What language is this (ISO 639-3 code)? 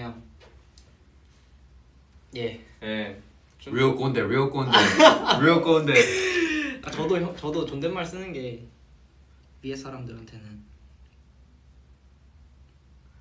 kor